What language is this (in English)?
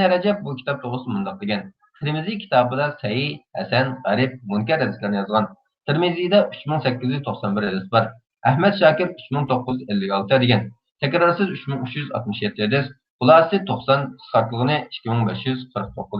Uyghur